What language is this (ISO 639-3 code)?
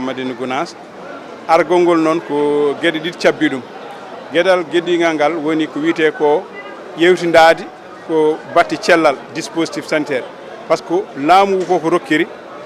ful